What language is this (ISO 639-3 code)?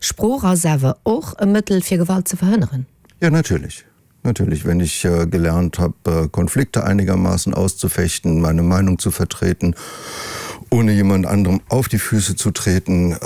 ltz